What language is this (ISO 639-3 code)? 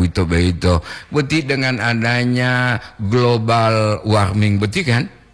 gor